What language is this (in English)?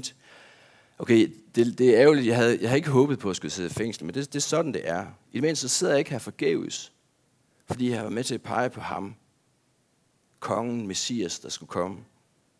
Danish